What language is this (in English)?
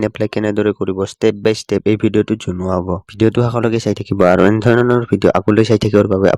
Assamese